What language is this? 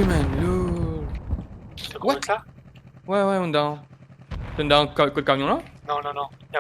Morisyen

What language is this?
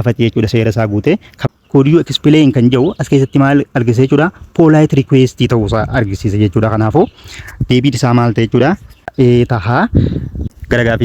Oromo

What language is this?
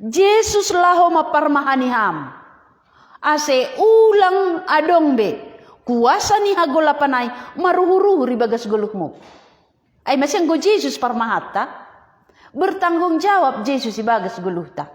Batak Simalungun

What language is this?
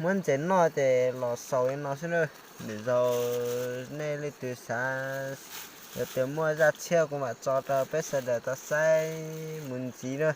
Hmong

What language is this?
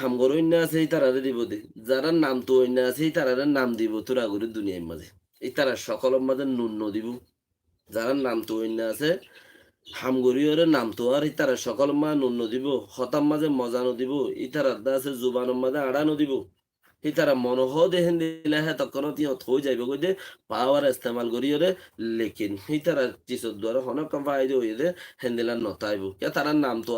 Rohingya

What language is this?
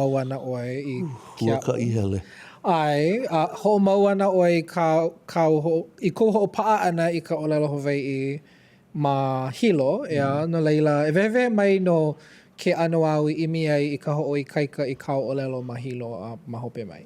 Hawaiian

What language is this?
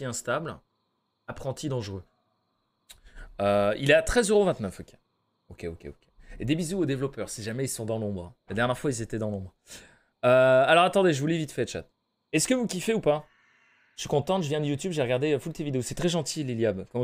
French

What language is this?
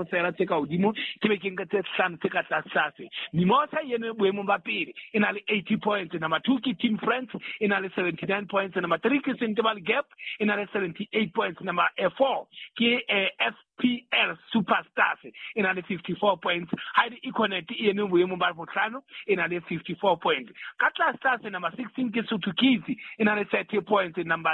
Southern Sotho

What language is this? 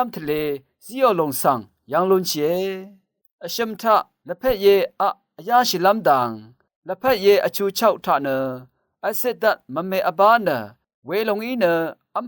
Rawang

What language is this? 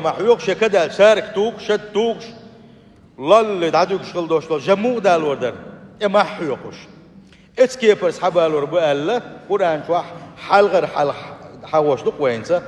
Chechen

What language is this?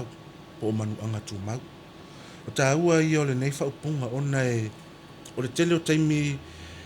Samoan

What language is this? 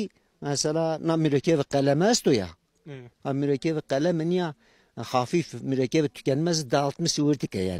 Zaza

